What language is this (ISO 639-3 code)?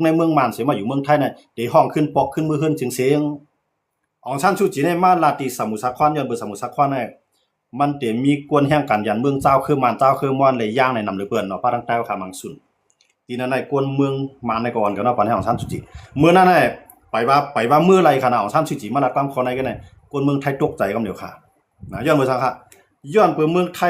shn